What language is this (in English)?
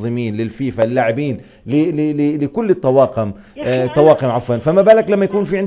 Arabic